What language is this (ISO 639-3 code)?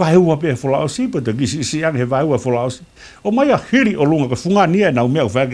ton